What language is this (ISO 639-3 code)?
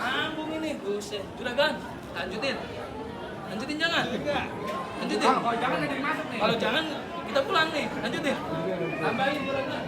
bew